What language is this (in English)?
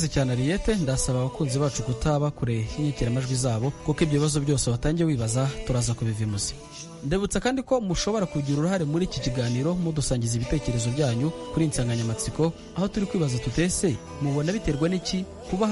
Kinyarwanda